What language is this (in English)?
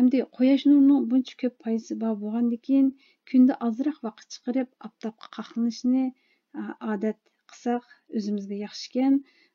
Uyghur